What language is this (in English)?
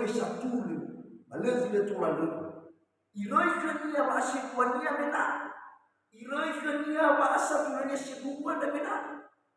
Nias